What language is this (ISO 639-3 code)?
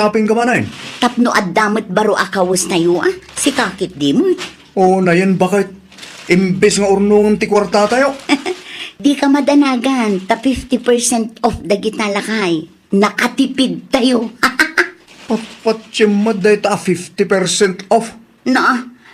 ilo